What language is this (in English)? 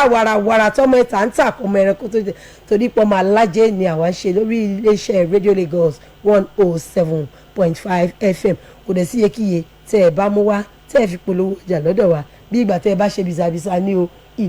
Yoruba